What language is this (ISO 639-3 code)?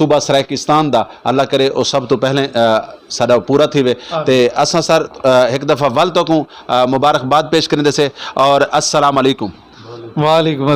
skr